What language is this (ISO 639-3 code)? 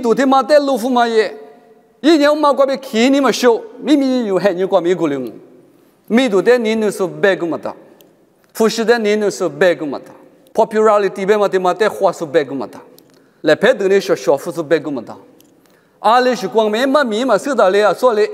lis